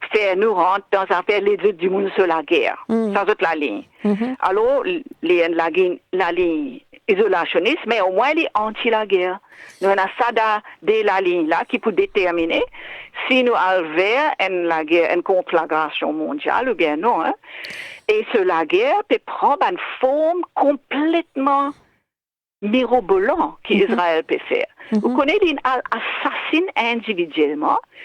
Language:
Morisyen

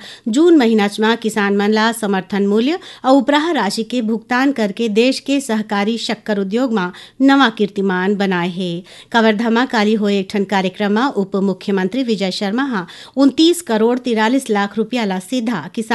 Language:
Chhattisgarhi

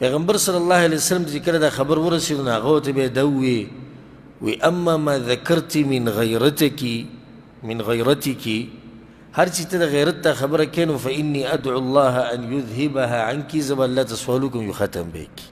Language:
Pashto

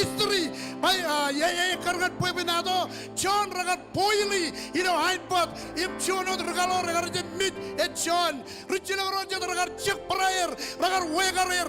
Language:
Marshallese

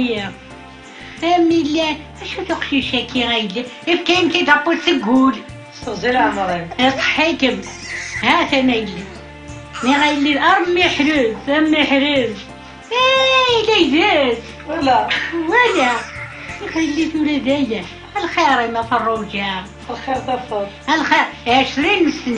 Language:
Kabyle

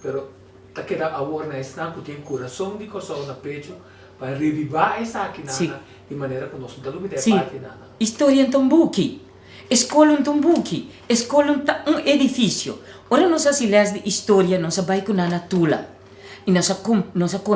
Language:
Papiamento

